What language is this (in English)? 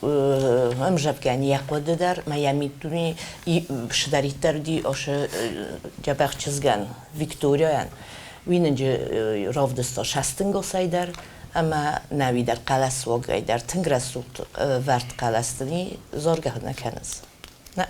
Ossetic